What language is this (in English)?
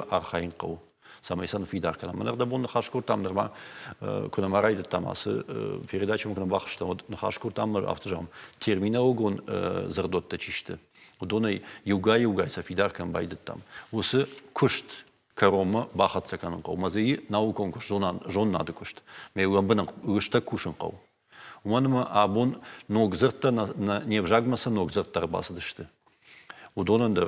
Ossetic